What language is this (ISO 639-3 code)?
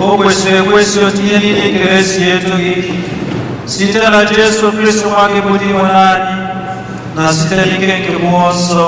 ibo